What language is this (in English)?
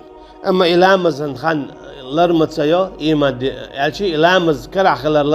Chechen